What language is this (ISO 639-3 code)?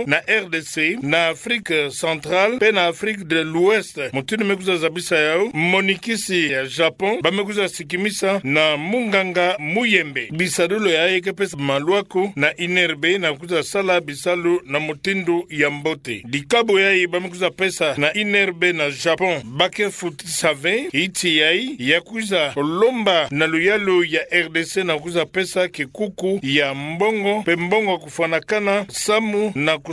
ktu